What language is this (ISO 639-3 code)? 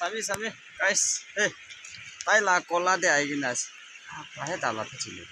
nag